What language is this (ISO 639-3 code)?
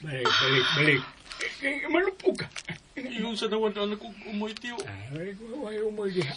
ceb